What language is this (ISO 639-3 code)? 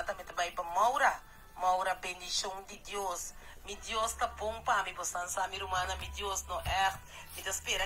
pap